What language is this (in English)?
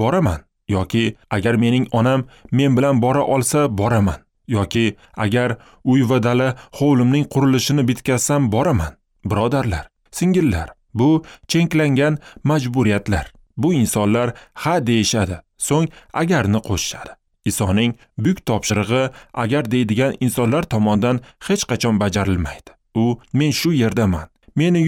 Uzbek